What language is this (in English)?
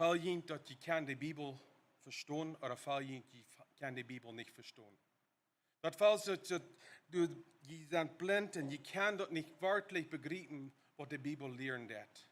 Plautdietsch